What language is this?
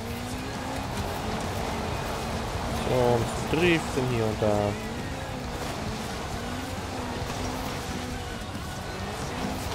German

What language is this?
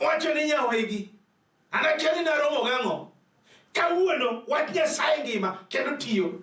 Luo (Kenya and Tanzania)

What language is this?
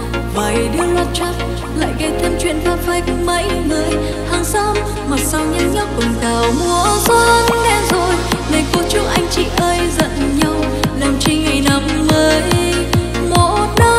Vietnamese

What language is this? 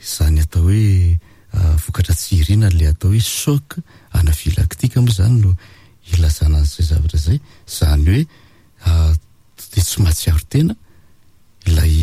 Malagasy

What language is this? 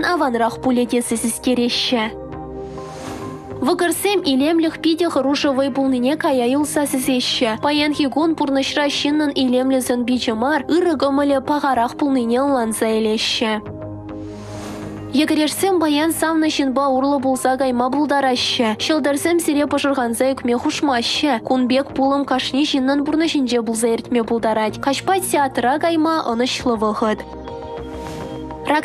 Chuvash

